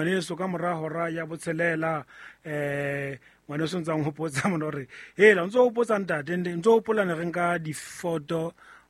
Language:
Southern Sotho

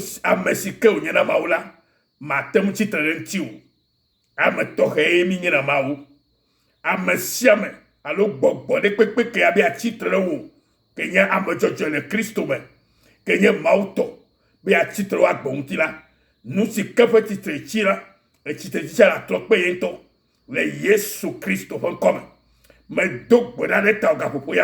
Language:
Ewe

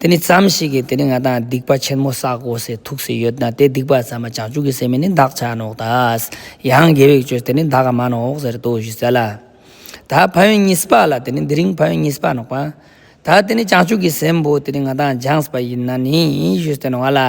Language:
Ladakhi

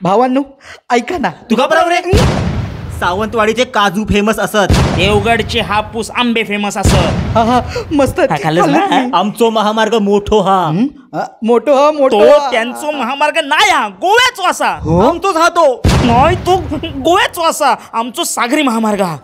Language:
Konkani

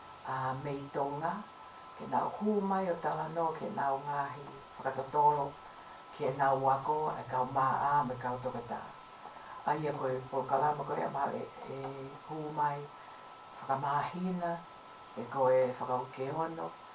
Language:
Tongan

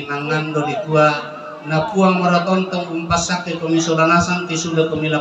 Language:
Toraja-Sa'dan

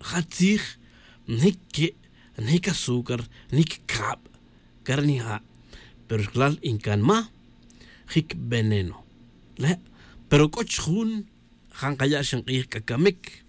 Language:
Tz'utujil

